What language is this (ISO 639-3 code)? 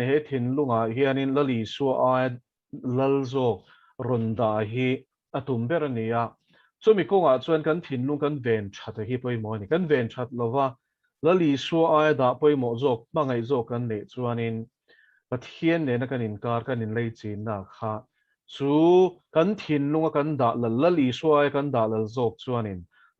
lus